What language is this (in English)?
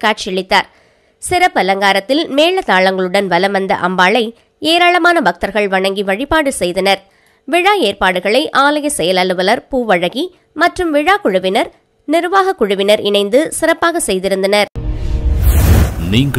Tamil